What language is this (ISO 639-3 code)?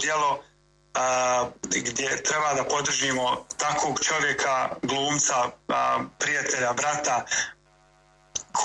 bos